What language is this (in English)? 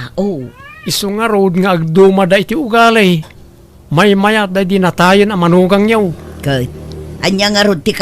Iloko